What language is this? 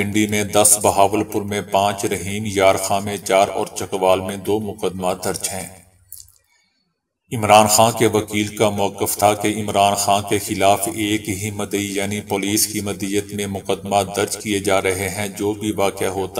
Urdu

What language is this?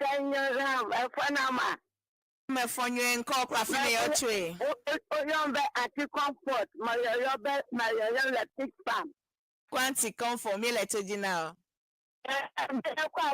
Ewe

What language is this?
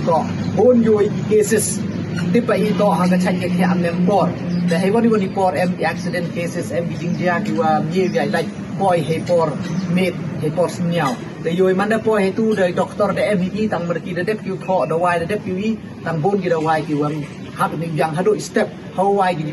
Pnar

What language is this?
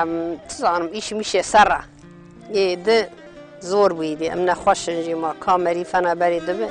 Kurdish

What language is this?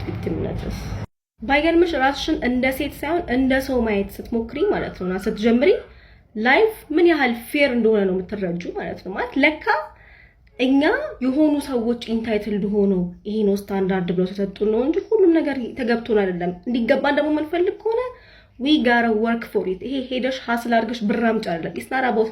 Amharic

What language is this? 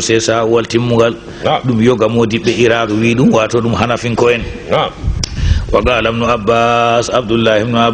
Fula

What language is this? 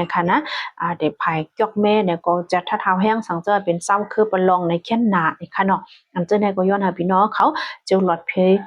Shan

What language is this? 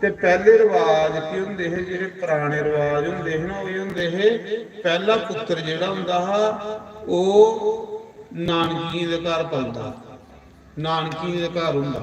Dogri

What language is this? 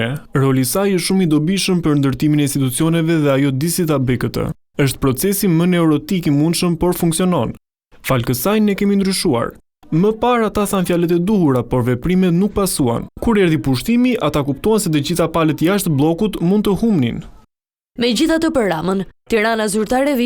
Albanian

